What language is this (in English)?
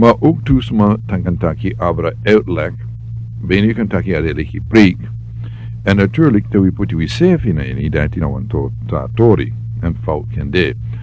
Sranan Tongo